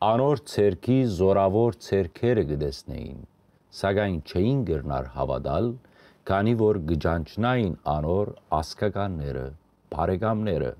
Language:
Western Armenian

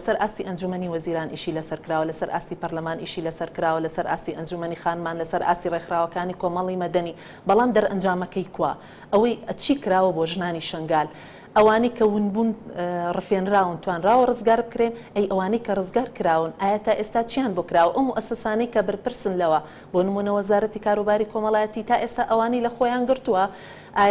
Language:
Central Kurdish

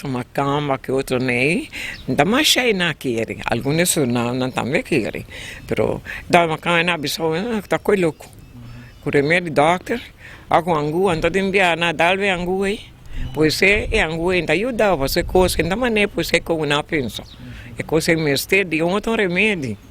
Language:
Papiamento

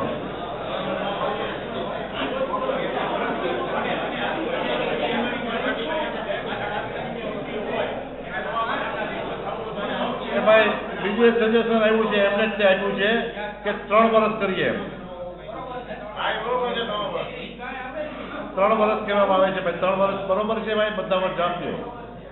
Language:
Gujarati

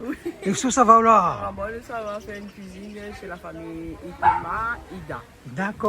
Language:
Réunion Creole French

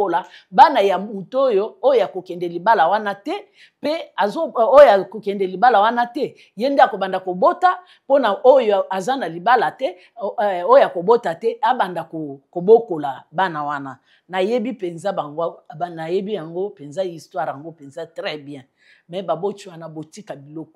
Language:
Lingala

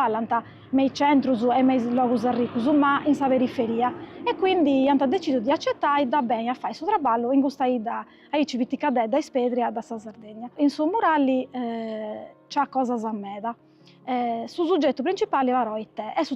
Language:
Sardinian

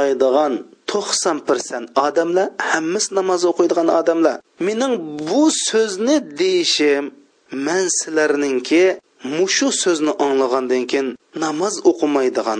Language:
Uyghur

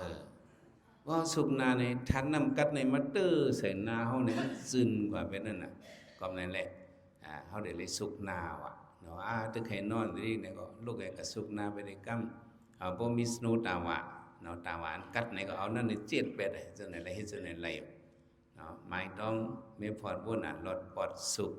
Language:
Shan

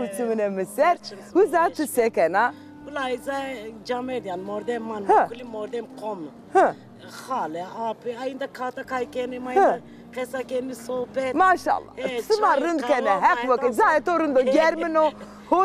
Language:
Zaza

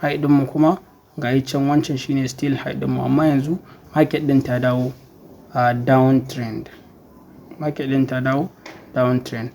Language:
Hausa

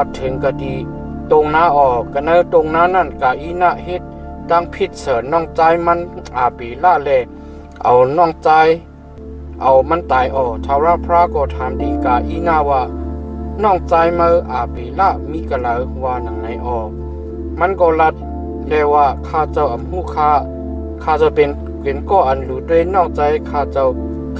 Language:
Shan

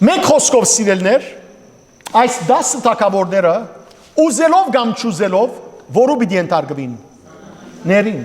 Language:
Western Armenian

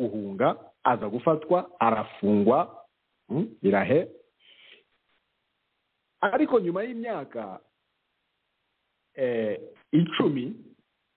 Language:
Kinyarwanda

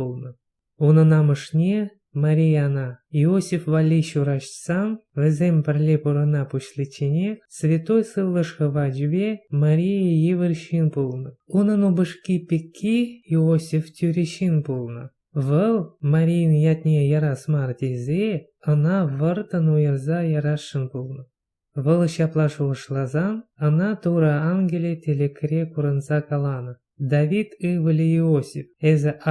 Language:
Chuvash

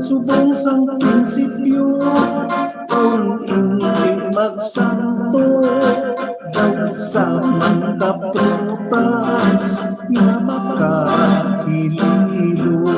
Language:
Hiligaynon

